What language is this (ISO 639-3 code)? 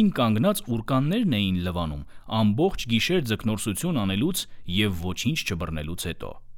hye